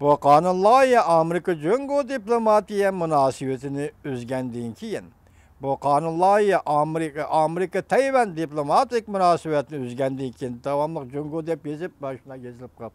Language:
Uyghur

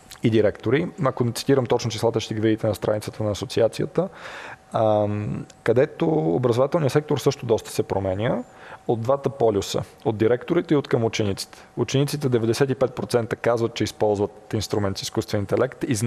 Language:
Bulgarian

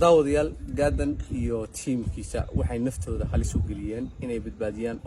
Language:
Somali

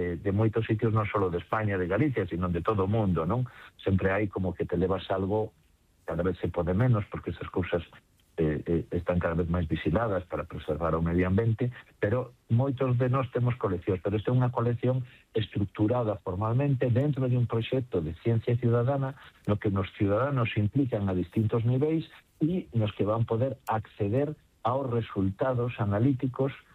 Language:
Galician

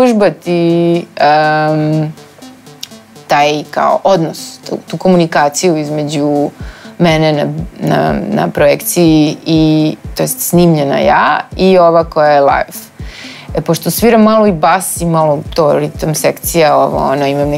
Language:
Serbian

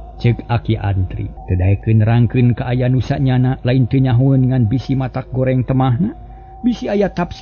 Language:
Sundanese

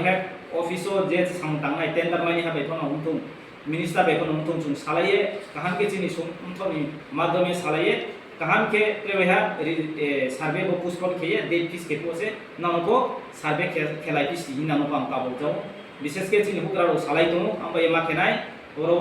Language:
Riang (India)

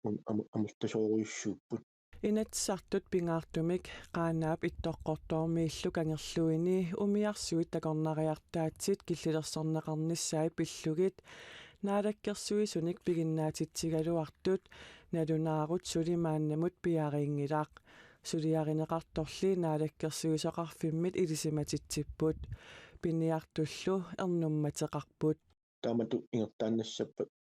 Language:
Kalaallisut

